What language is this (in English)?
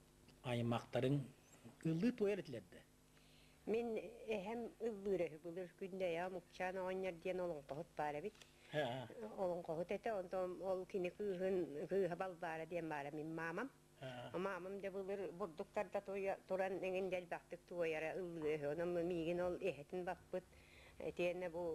Yakut